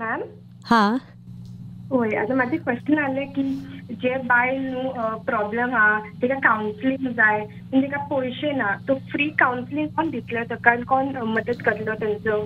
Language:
Konkani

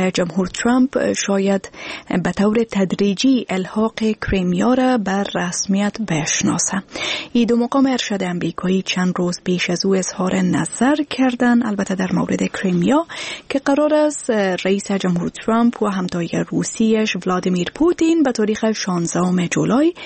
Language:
Persian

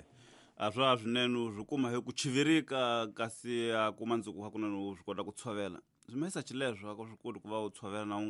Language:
Tsonga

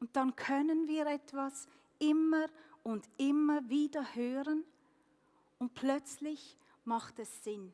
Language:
Swiss German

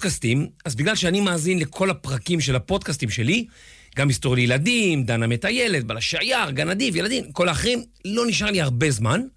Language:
Hebrew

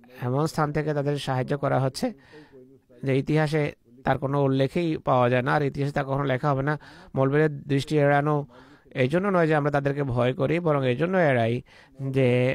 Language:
Bangla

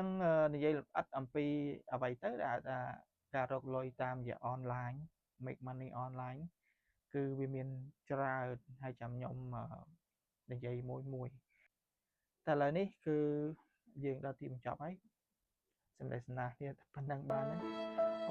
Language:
Khmer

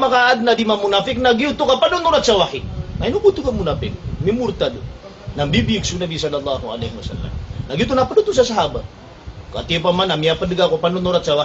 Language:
Maranao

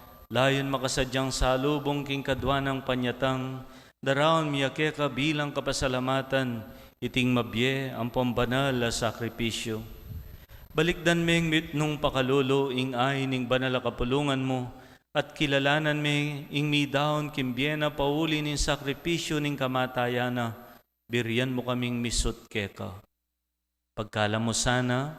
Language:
Pampanga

